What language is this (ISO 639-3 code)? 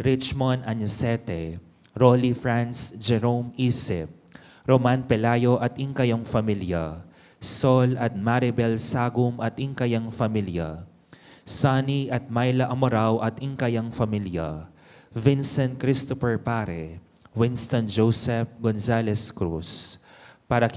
pam